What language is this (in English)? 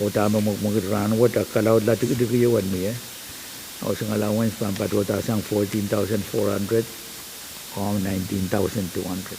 Pohnpeian